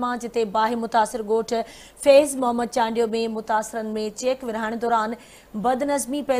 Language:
Sindhi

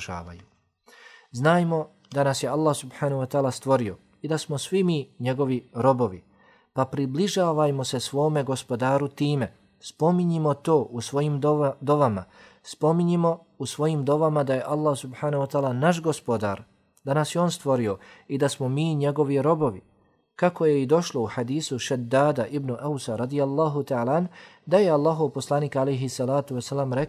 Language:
Bosnian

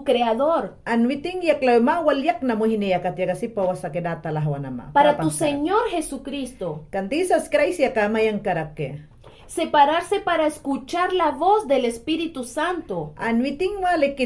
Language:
Mayangna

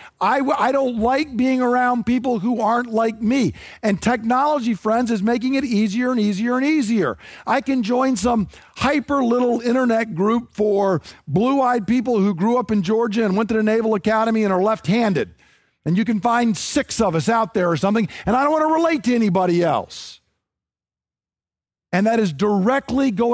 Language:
English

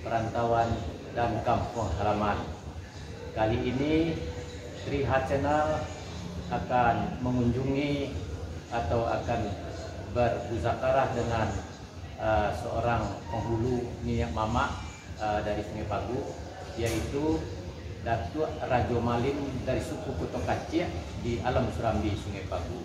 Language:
Minangkabau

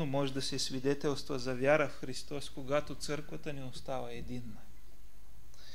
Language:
Bulgarian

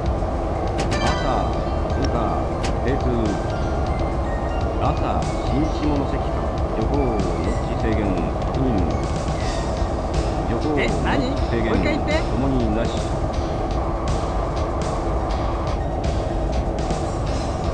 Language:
Japanese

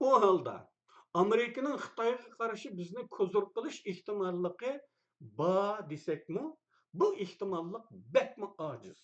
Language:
Uyghur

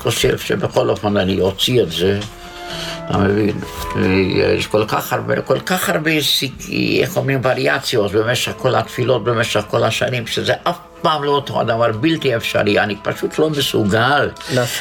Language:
Hebrew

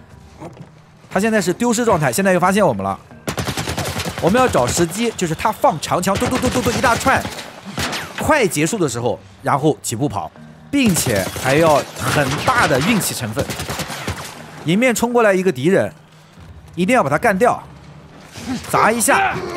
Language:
Chinese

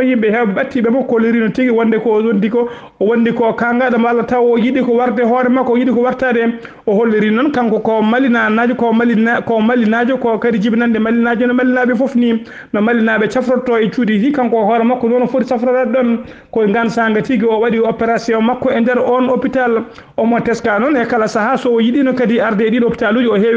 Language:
Fula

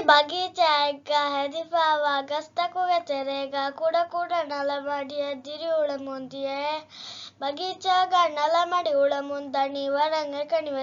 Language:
Divehi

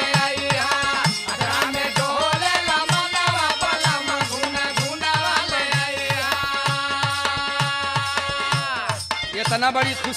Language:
Bhojpuri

